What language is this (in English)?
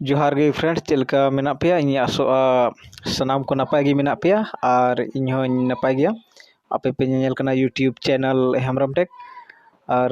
Santali